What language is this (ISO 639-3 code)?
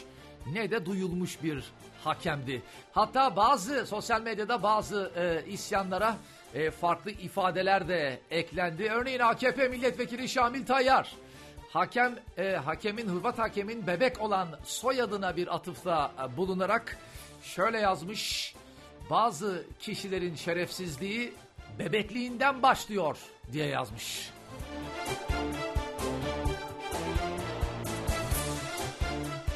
tur